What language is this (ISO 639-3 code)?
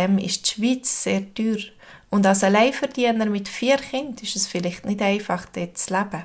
gsw